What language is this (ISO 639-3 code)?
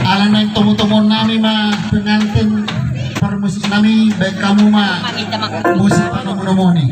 bbc